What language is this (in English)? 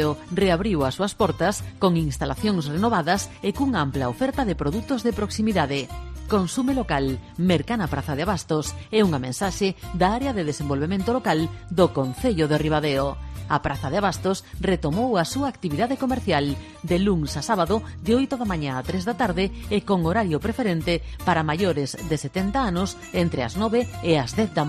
Galician